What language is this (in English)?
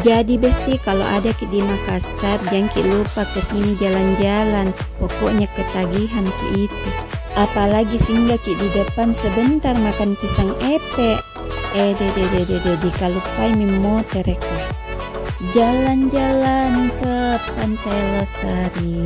Makassar Malay